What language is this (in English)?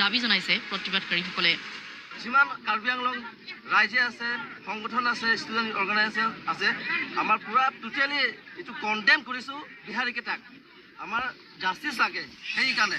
Assamese